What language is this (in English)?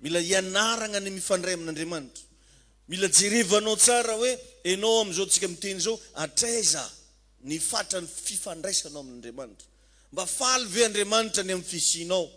Malagasy